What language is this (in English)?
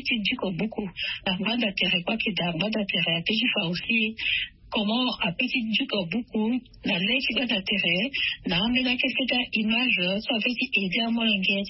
Sango